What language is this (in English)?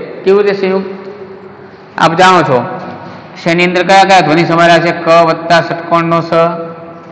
Gujarati